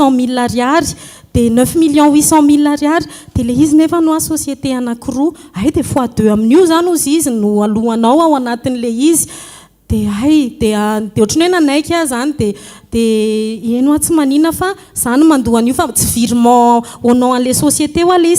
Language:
Malagasy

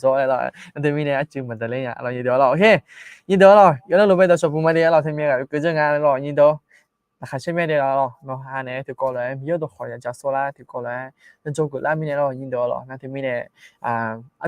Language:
Akha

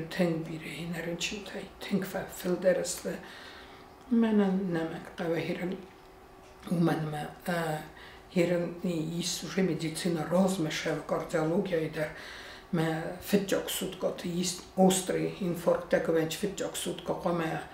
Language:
Ossetic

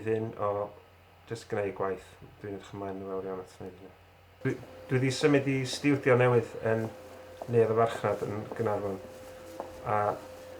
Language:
Welsh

